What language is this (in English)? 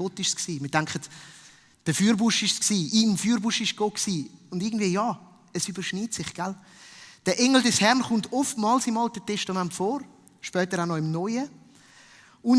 Swiss German